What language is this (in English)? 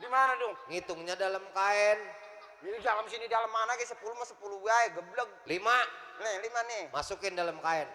Betawi